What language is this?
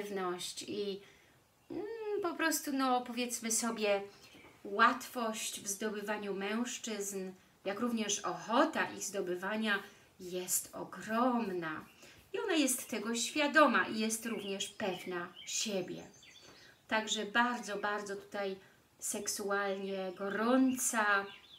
Polish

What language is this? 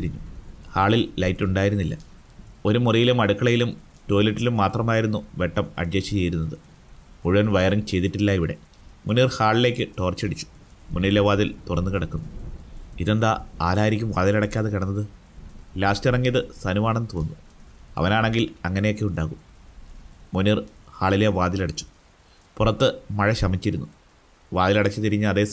Malayalam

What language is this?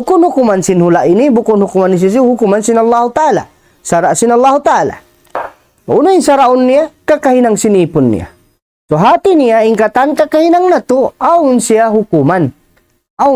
Tausug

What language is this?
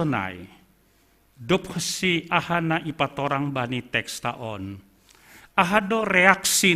Batak Simalungun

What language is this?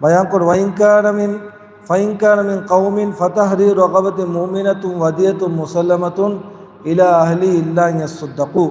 Divehi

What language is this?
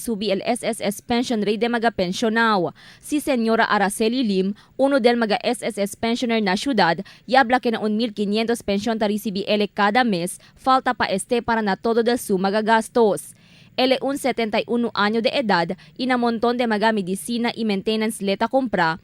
Chavacano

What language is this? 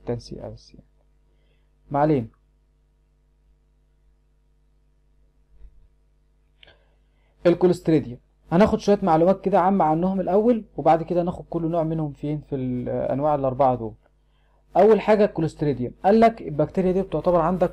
Egyptian Arabic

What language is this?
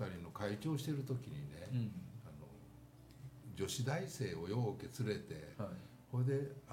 Japanese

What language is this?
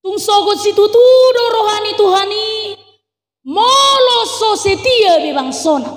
Batak Toba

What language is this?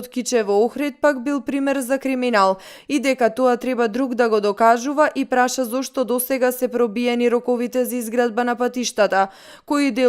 Macedonian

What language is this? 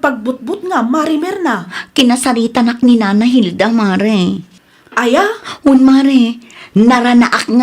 Iloko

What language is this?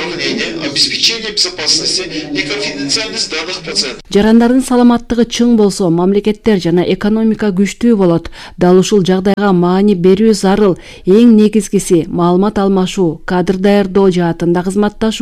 Kyrgyz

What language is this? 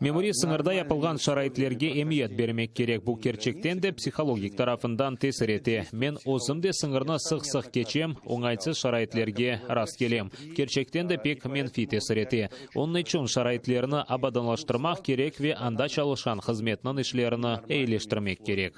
Crimean Tatar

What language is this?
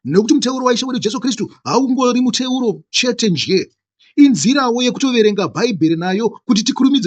Shona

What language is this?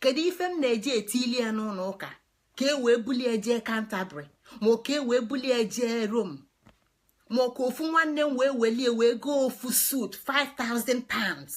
Igbo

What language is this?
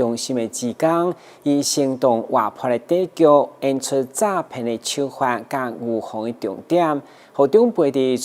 Min Nan Chinese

